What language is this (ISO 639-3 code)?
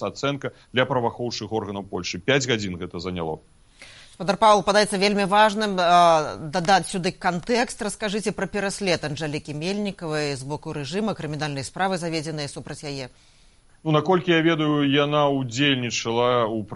bel